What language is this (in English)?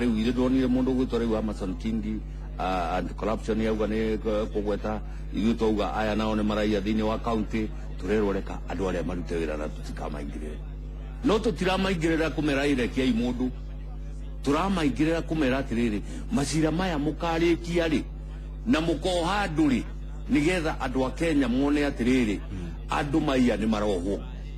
Kikuyu